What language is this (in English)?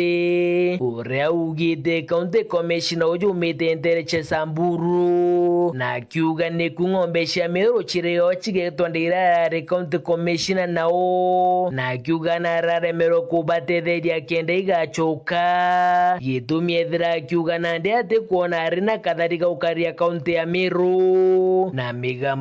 Meru